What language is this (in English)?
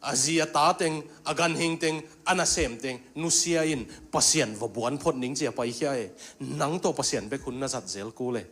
Tedim Chin